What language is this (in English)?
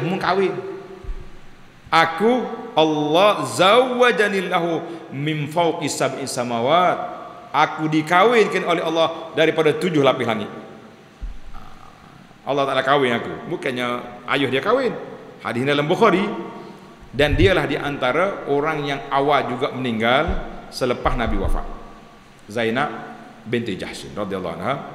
Malay